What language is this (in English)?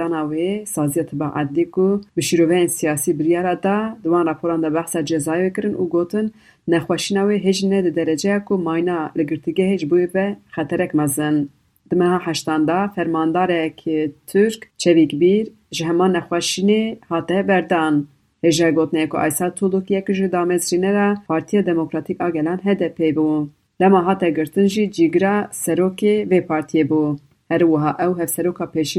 Kurdish